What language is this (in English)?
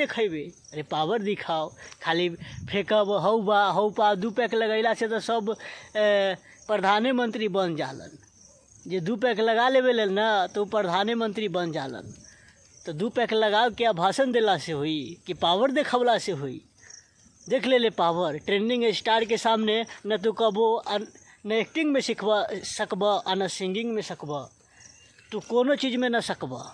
Bhojpuri